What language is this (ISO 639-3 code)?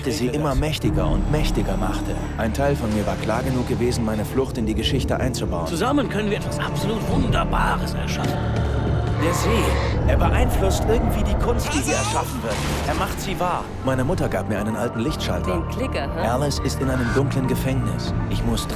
bar